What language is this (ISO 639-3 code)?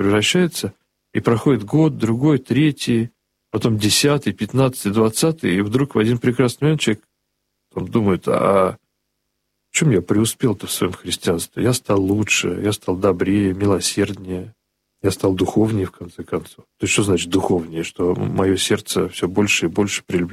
rus